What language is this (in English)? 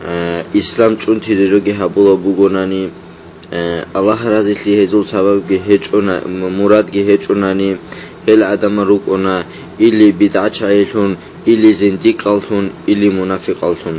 Avaric